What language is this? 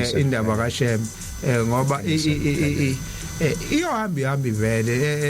Zulu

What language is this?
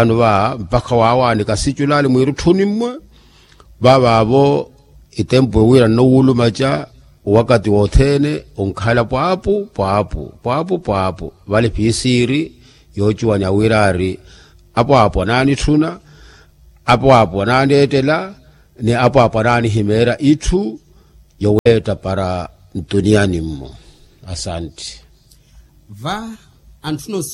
Makhuwa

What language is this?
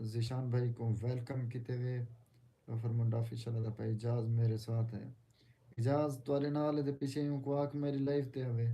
Saraiki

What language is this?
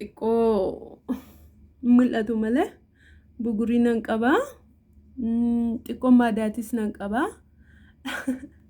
Oromo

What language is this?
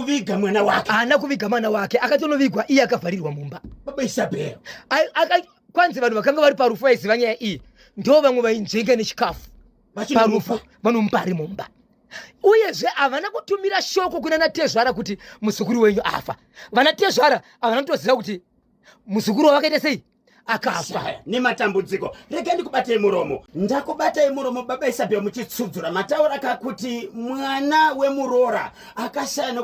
Shona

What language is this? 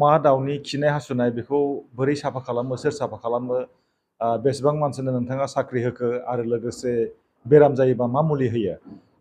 Bodo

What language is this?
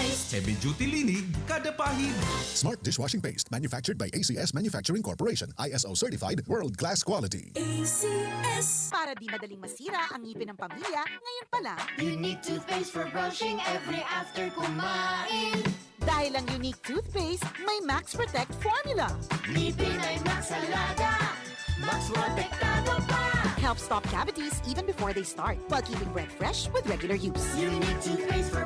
Bikol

